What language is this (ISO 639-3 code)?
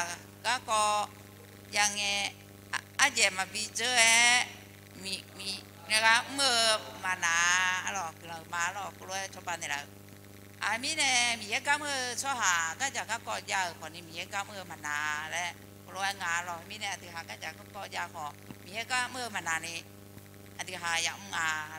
ahk